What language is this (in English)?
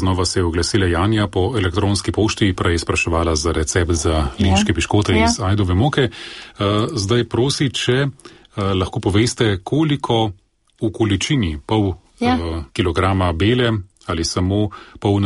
Slovenian